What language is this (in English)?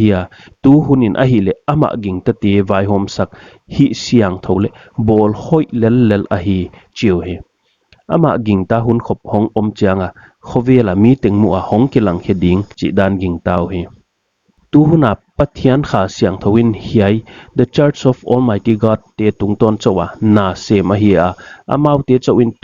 Paite Chin